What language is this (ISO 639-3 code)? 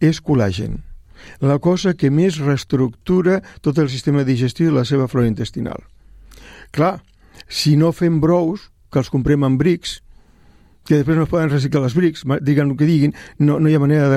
cat